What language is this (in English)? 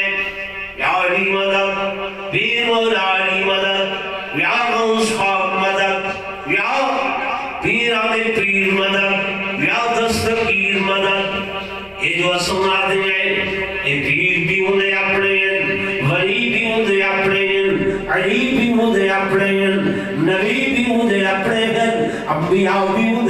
Saraiki